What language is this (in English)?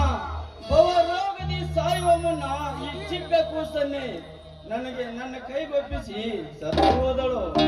Kannada